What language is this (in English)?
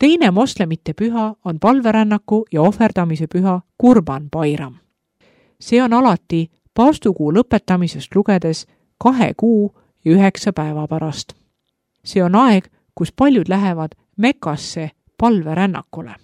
Estonian